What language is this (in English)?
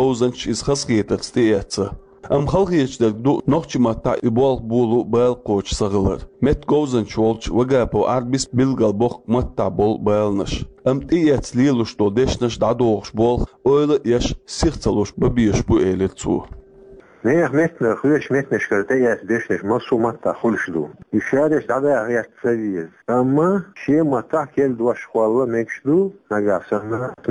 Chechen